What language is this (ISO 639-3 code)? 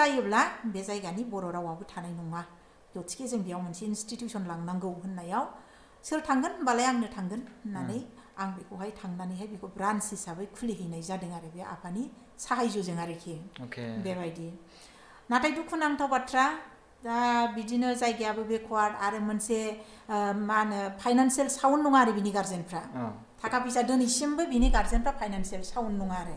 brx